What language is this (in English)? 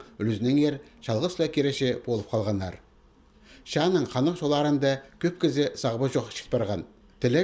Khakas